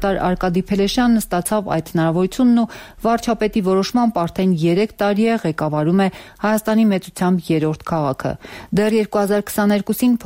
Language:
Armenian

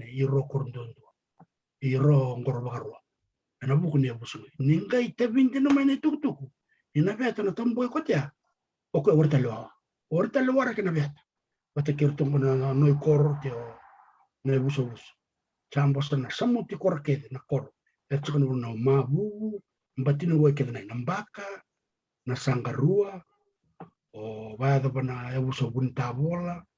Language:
Fijian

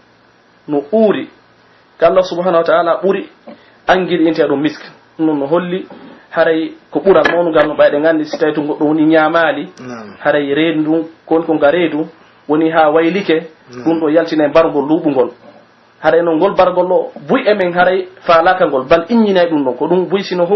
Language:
Pular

